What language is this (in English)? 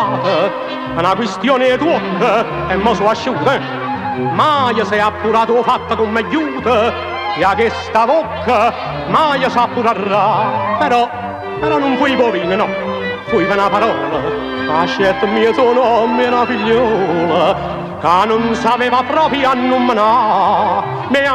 Neapolitan